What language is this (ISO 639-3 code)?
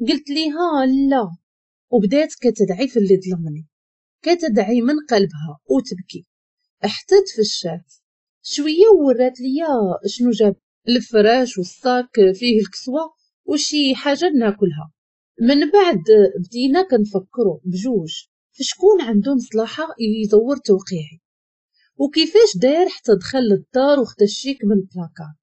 ary